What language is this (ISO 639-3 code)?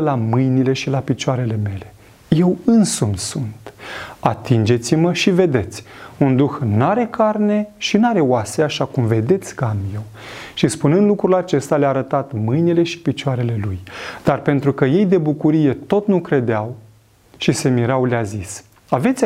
ron